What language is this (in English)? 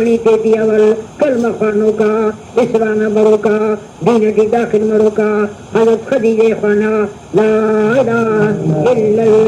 Brahui